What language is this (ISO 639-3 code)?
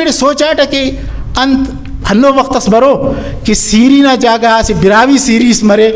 brh